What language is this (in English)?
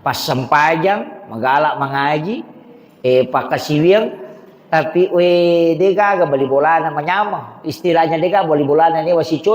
Buginese